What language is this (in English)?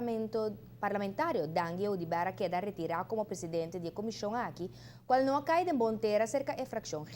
Papiamento